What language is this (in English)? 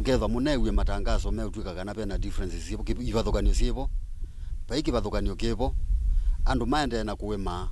Kamba